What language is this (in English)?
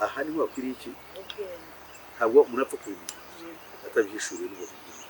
Kinyarwanda